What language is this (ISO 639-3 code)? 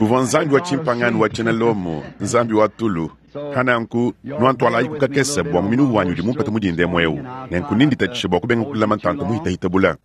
lua